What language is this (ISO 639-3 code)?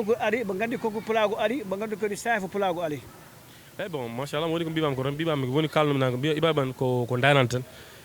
ful